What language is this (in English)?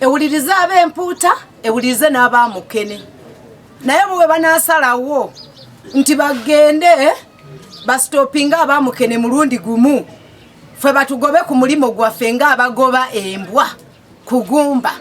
Ganda